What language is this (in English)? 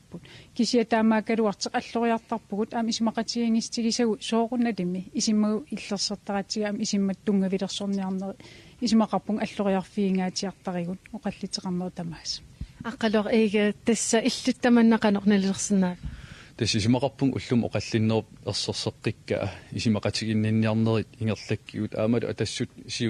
Kalaallisut